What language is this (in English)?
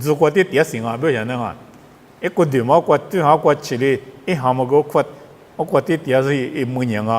Lisu